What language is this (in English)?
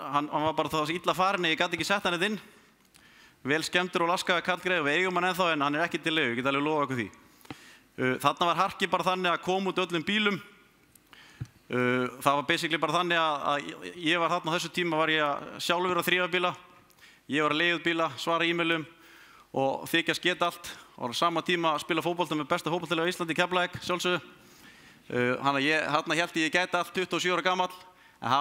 Icelandic